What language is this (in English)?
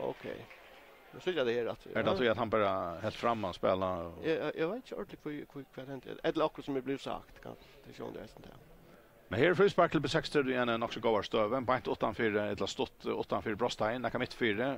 Faroese